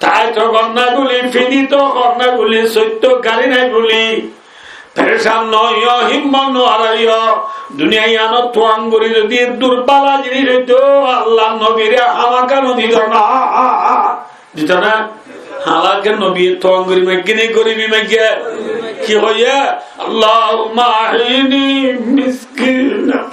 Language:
Rohingya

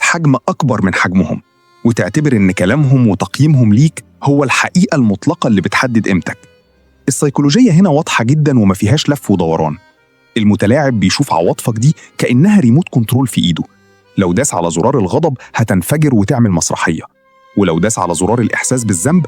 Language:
Egyptian Arabic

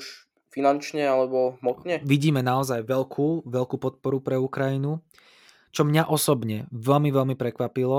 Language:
Slovak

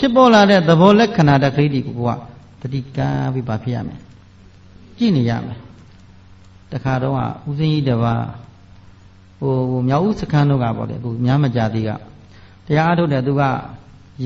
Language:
Burmese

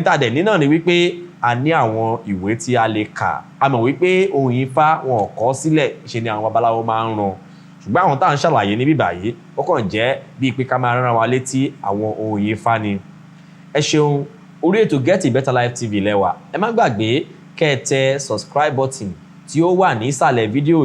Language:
Yoruba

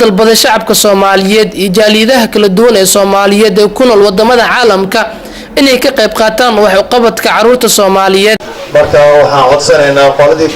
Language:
Somali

